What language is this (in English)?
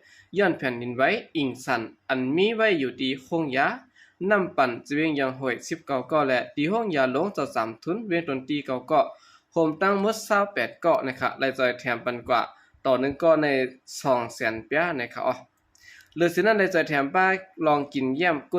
Shan